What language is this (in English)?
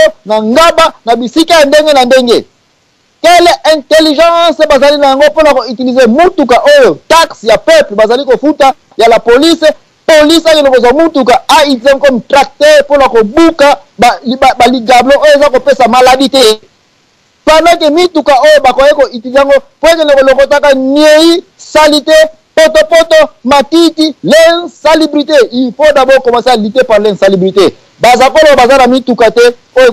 Lingala